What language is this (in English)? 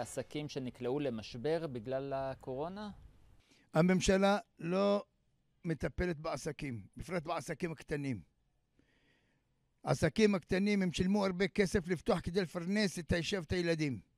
Hebrew